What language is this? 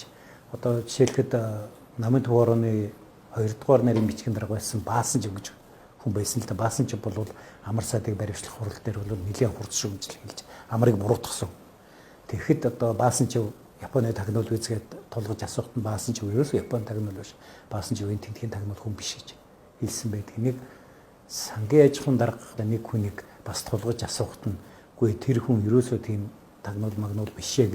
Mongolian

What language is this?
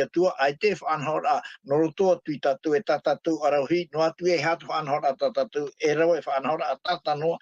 Tahitian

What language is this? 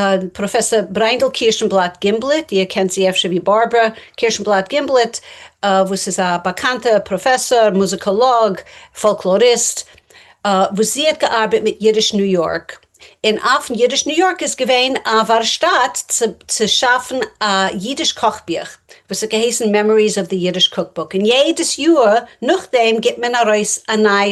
Yiddish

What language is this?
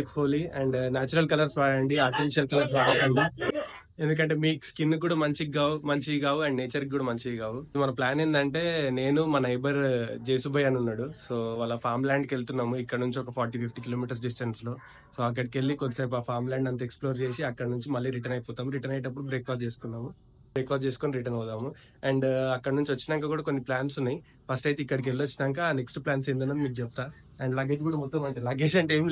Telugu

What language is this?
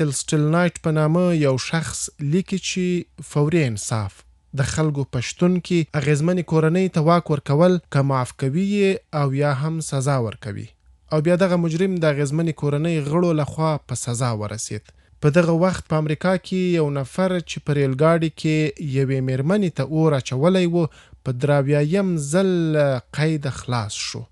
Pashto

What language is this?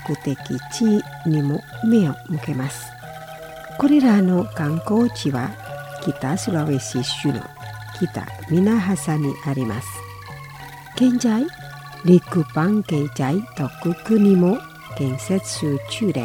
Japanese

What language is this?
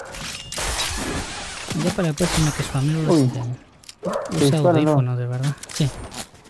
Spanish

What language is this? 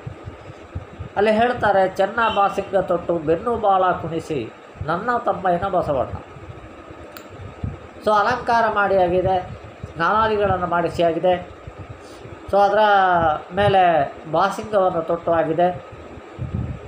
Kannada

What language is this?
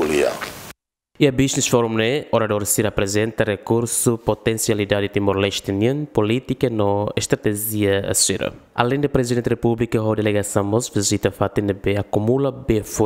Tetum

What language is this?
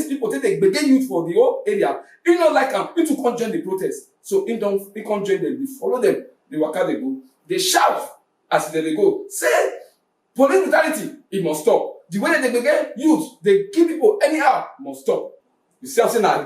Nigerian Pidgin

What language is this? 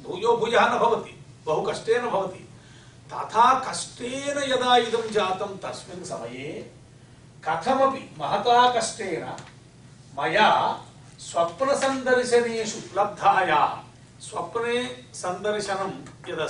Sanskrit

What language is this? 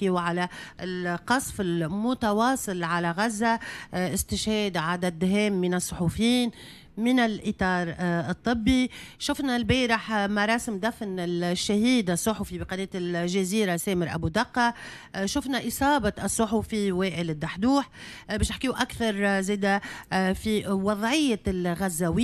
Tunisian Arabic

